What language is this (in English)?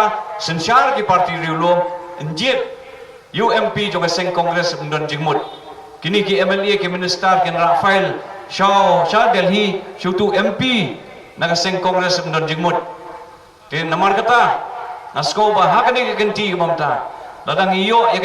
Khasi